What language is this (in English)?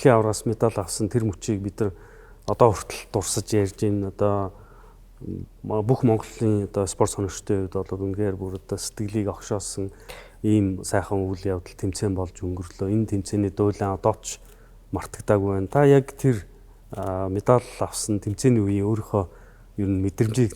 Mongolian